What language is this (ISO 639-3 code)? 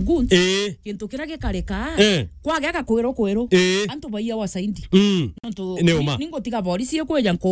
mer